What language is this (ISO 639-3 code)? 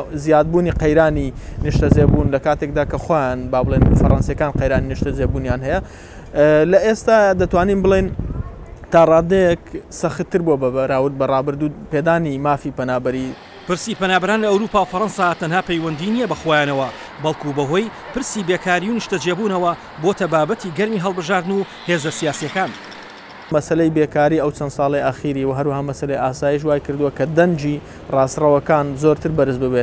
ckb